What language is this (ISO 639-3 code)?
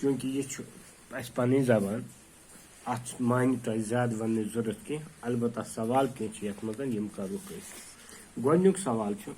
kas